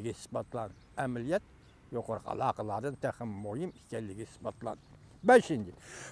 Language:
Uyghur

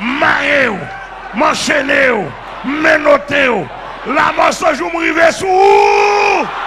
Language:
Haitian Creole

